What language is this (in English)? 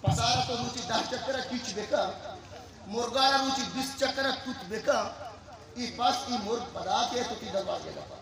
Eastern Balochi